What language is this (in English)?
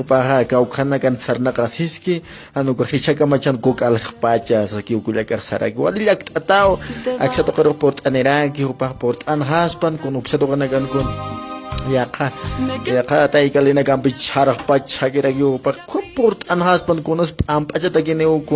Aymara